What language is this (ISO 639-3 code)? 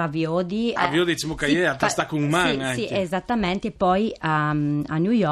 fur